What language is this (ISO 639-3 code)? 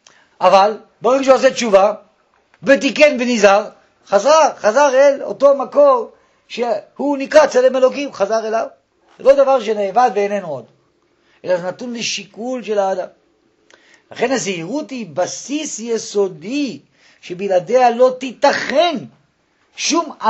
heb